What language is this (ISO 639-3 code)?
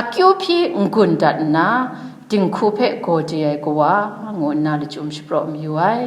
kac